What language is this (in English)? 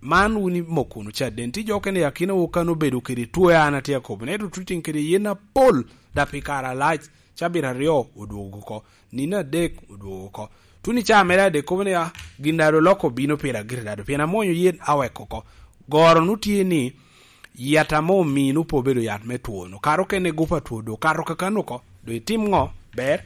Lango (Uganda)